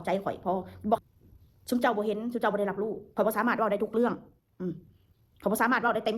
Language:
Northeastern Thai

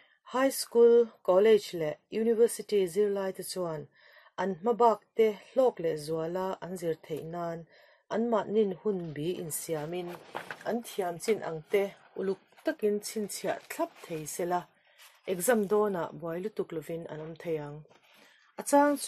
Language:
Mizo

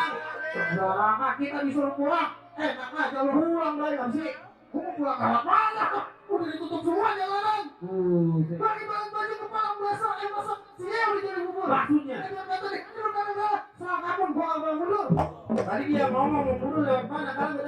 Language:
Betawi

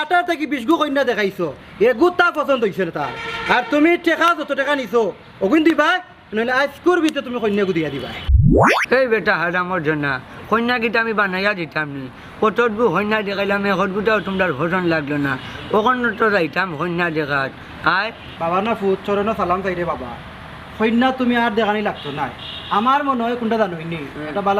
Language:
Sylheti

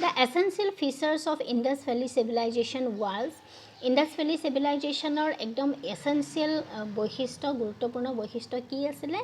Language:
Assamese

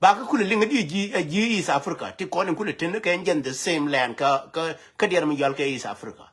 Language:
Nuer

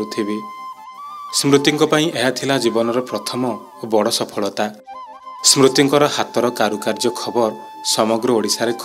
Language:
Odia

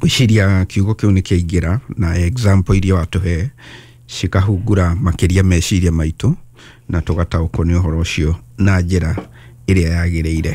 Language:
Kikuyu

